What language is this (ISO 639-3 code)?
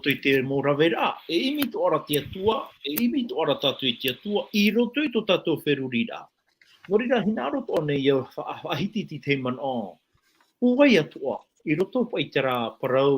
tah